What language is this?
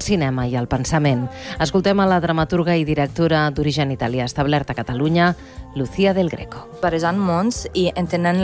Catalan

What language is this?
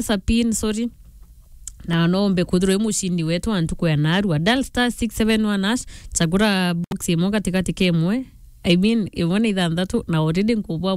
Meru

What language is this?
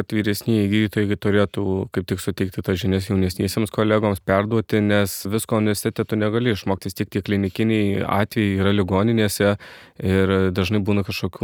Lithuanian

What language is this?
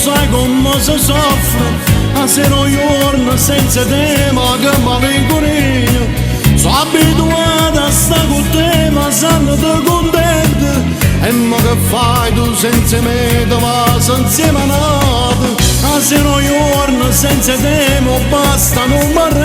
Neapolitan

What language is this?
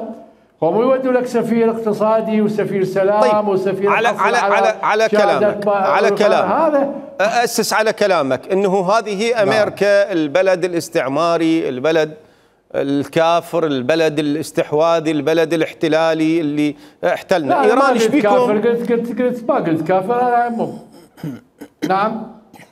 Mesopotamian Arabic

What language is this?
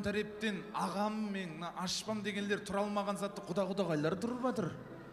Kara-Kalpak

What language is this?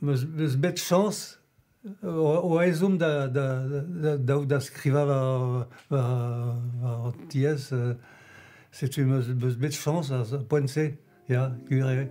Breton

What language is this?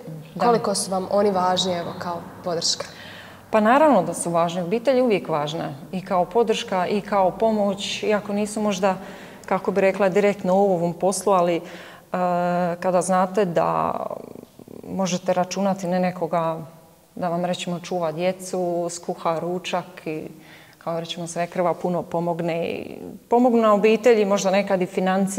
Croatian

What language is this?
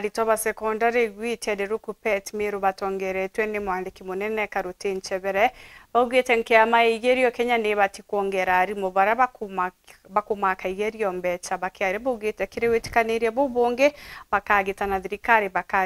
Meru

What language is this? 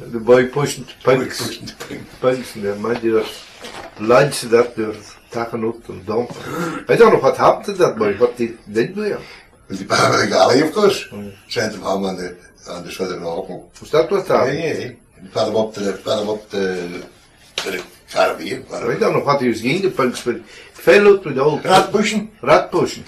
Scots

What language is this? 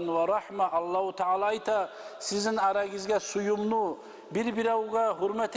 Kumyk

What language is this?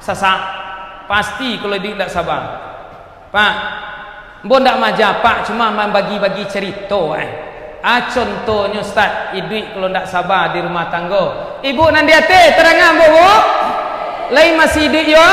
Minangkabau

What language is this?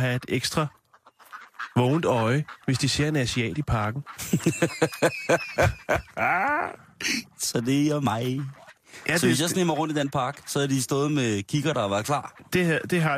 Danish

